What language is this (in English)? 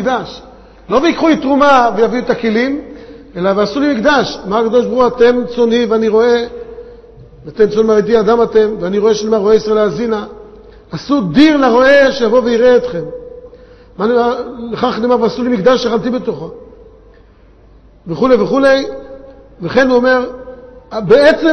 Hebrew